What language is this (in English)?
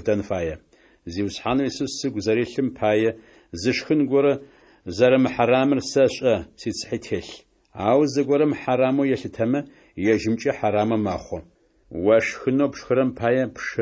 Adyghe